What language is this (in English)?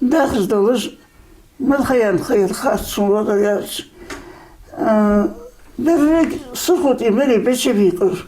Ingush